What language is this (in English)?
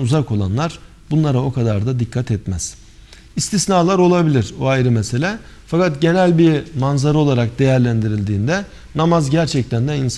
Turkish